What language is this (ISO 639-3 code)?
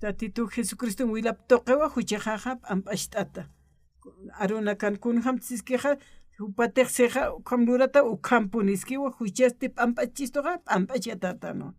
aym